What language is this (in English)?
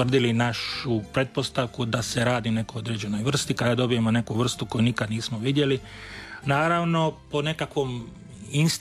Croatian